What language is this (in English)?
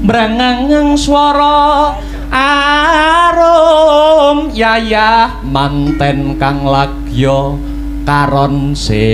Javanese